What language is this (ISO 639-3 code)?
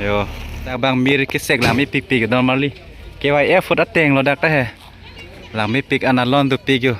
mjw